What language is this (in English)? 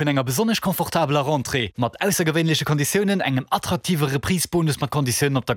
Luxembourgish